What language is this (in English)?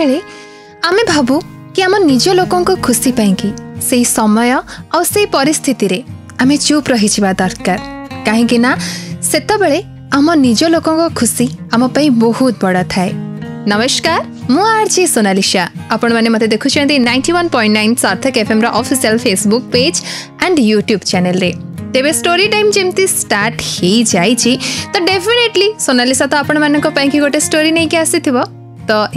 Odia